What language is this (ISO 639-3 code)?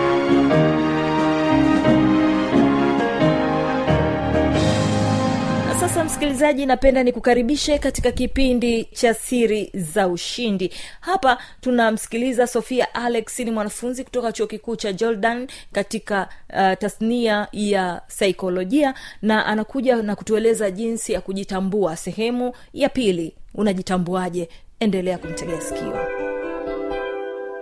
swa